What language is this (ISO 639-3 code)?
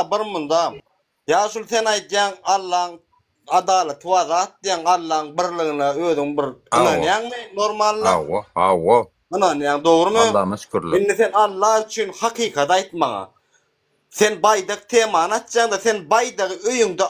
tuk